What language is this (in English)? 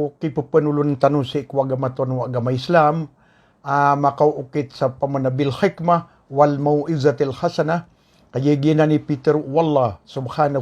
Maranao